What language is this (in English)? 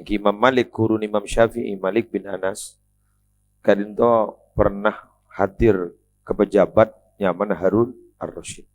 Madurese